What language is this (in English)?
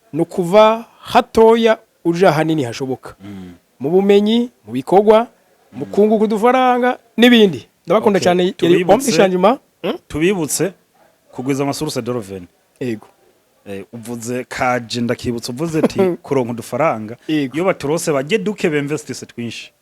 Rundi